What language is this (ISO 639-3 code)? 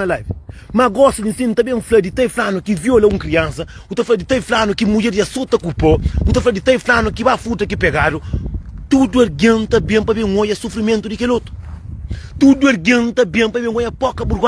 kea